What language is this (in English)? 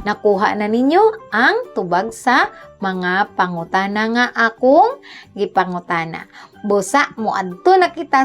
Cebuano